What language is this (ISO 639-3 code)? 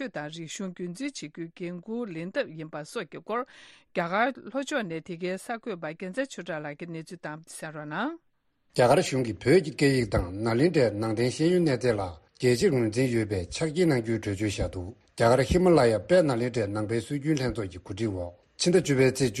bod